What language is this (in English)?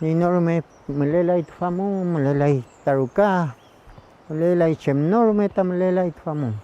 Mapuche